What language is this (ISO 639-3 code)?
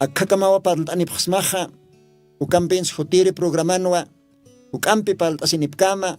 aym